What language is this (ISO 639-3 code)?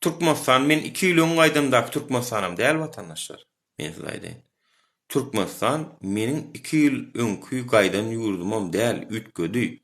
tuk